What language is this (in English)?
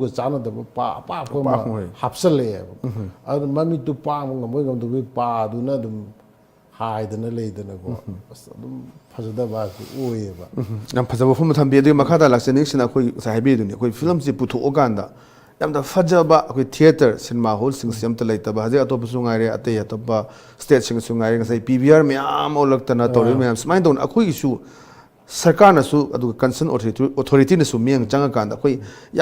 Manipuri